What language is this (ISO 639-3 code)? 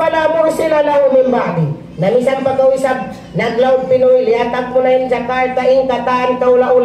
tsg